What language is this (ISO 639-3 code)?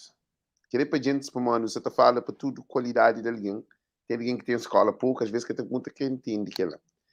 kea